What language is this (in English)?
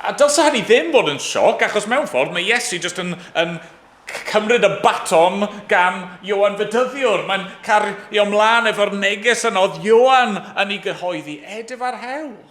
Welsh